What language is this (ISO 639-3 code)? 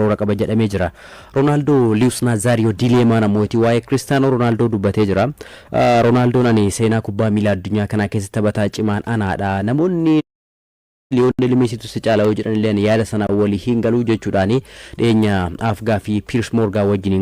orm